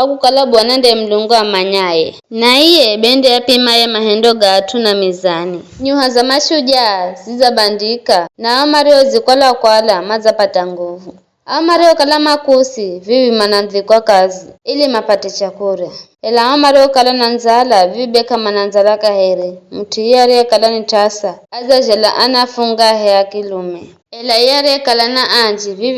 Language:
Giryama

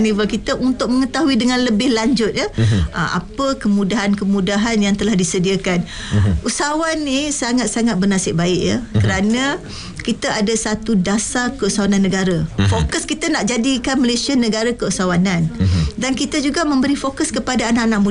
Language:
Malay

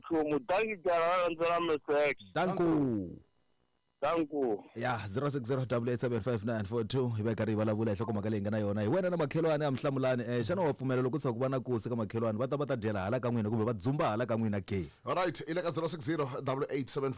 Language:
Tsonga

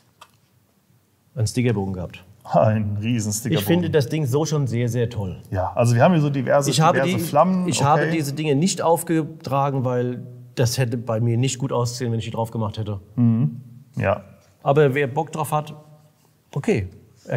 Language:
German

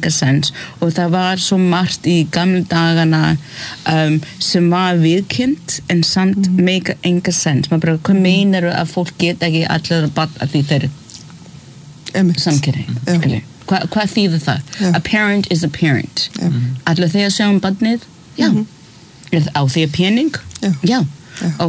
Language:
Icelandic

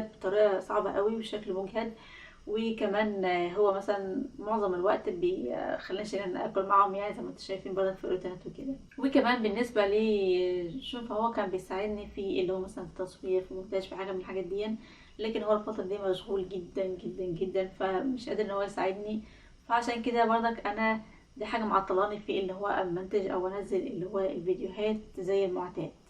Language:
Egyptian Arabic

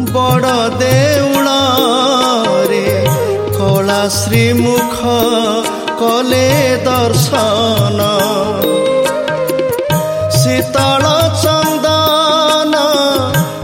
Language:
Odia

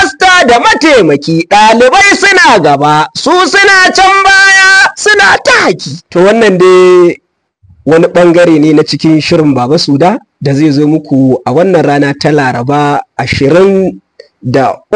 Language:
Hausa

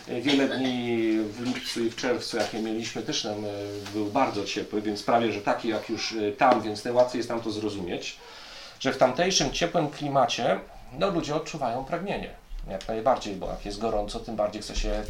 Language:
Polish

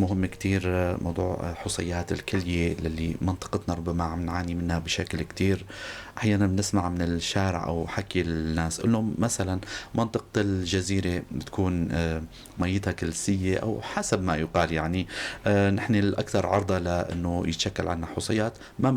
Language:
North Levantine Arabic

